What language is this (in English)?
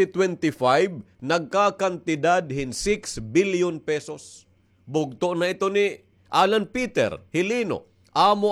Waray